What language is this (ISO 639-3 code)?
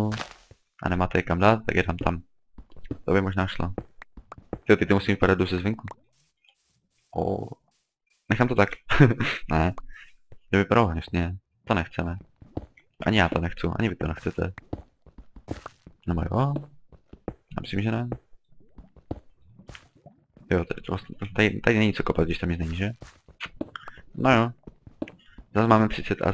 ces